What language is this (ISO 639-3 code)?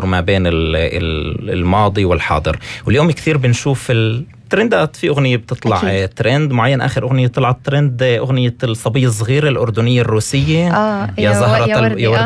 apc